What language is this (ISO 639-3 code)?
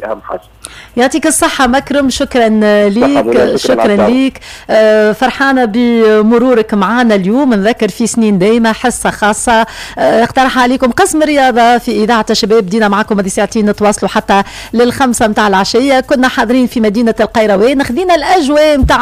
aeb